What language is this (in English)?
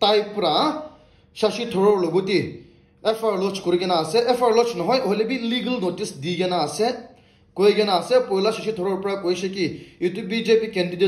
Naga Pidgin